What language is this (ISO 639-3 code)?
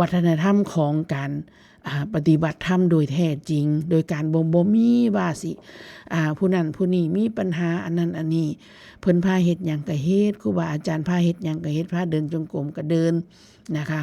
tts